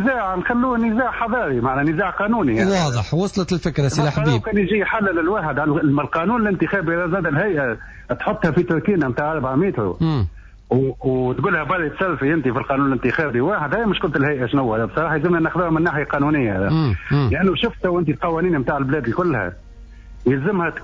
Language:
Tunisian Arabic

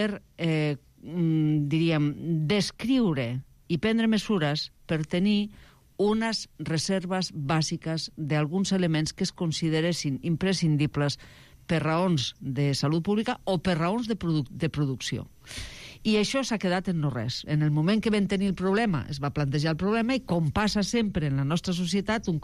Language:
Catalan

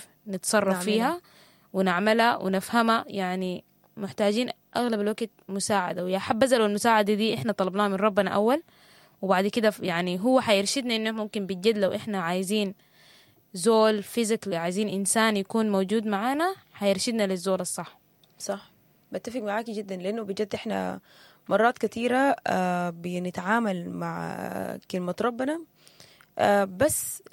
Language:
Sudanese Arabic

